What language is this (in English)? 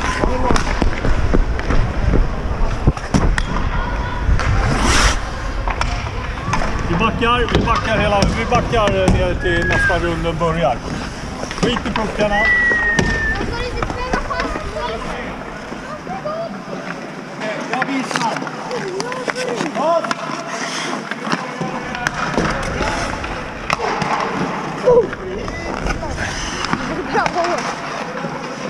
Swedish